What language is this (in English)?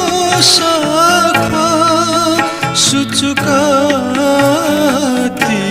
Newari